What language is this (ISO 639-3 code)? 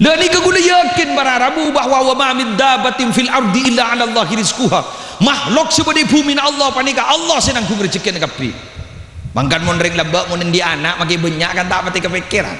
mad